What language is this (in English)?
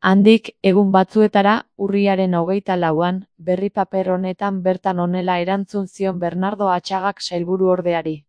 Basque